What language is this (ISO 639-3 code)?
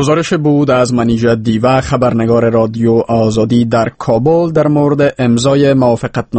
fas